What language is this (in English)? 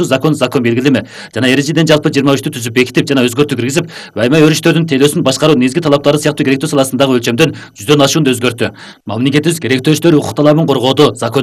Kyrgyz